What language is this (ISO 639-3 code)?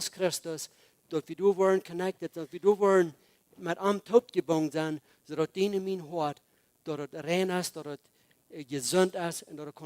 pdt